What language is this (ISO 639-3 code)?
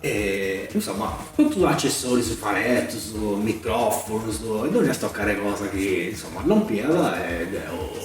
srd